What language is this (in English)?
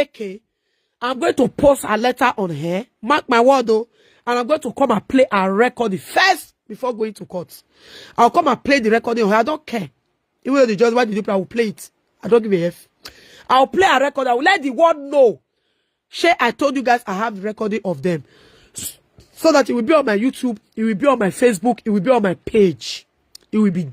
Nigerian Pidgin